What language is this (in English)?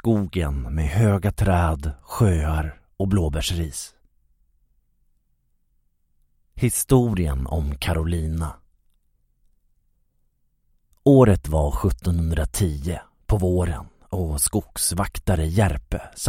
Swedish